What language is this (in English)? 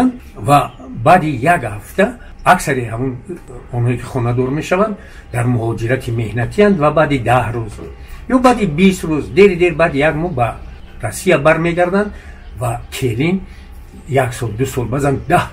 Tajik